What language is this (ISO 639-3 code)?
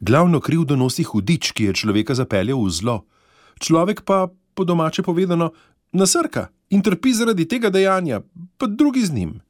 slv